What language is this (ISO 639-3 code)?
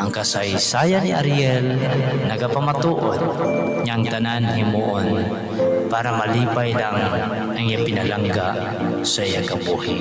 hil